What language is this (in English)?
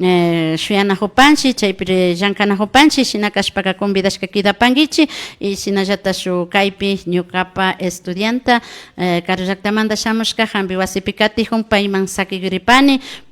Imbabura Highland Quichua